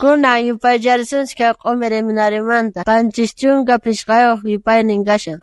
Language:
South Bolivian Quechua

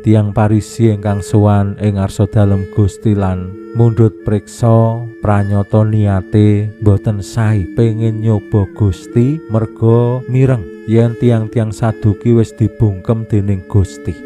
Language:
Javanese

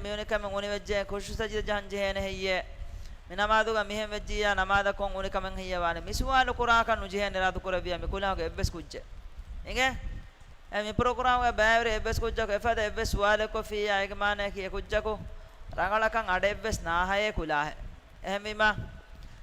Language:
Divehi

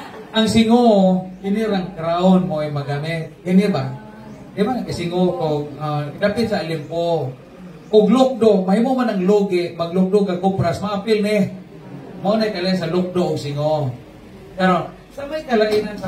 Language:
Cebuano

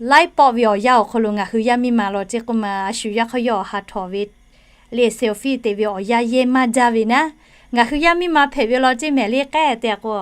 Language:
Lahu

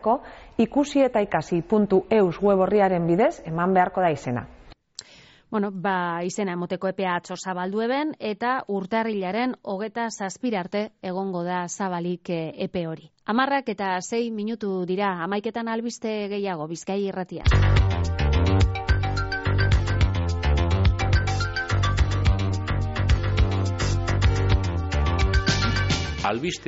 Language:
Basque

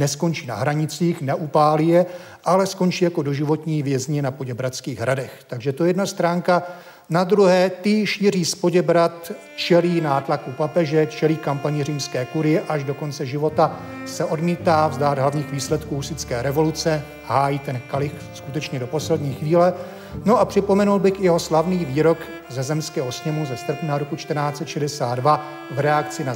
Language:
Czech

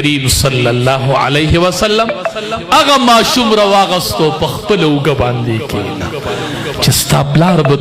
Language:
Pashto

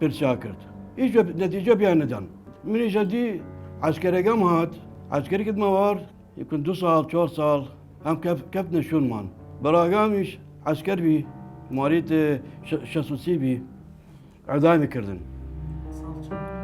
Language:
Southern Kurdish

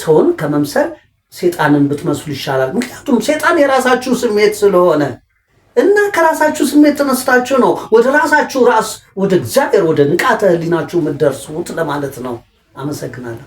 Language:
Amharic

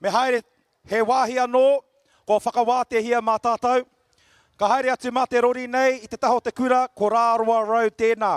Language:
Māori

